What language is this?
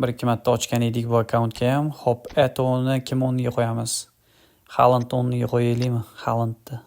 Uzbek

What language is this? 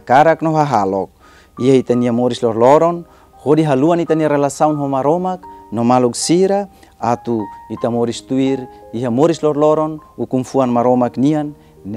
Tetum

